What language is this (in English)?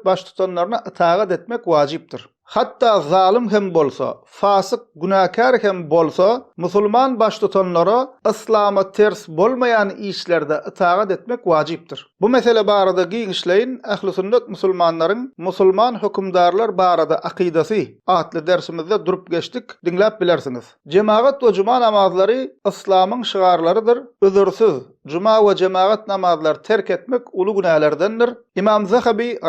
Turkmen